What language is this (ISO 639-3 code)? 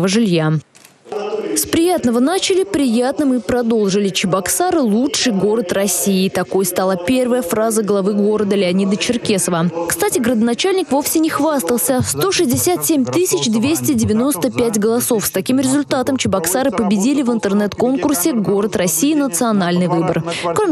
rus